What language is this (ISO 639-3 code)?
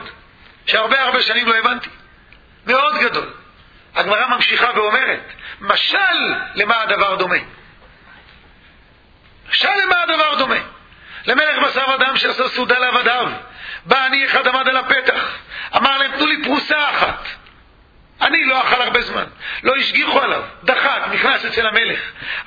heb